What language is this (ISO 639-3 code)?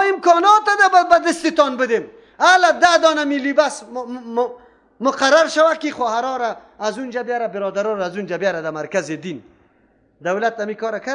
fas